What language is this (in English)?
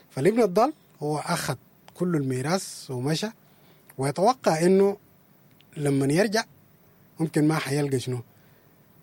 Sudanese Arabic